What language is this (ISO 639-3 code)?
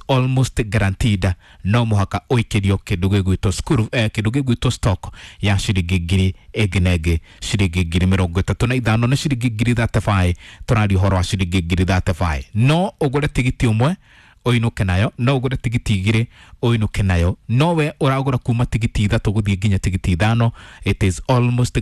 kik